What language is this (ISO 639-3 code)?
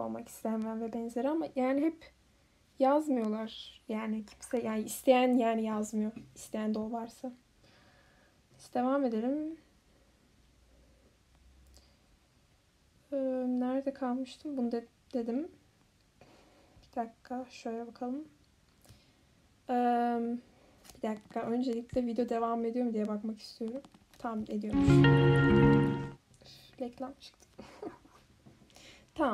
tur